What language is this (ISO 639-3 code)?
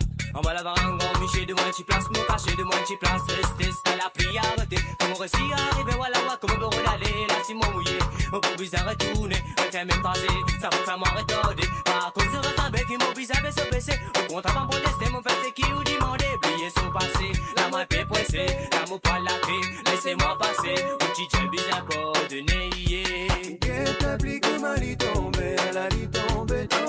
mfe